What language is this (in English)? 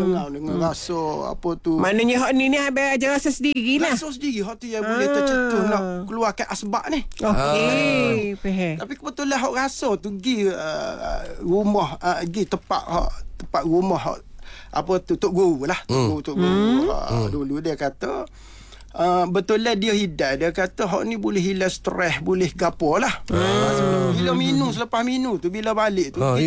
Malay